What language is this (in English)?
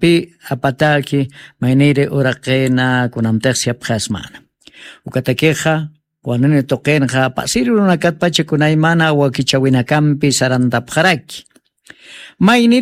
Aymara